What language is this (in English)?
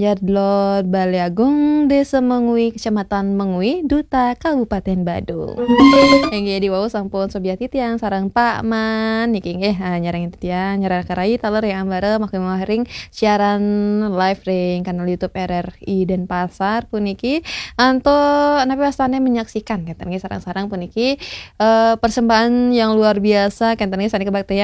Balinese